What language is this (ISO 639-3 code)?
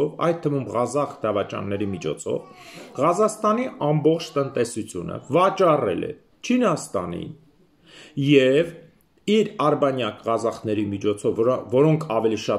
hye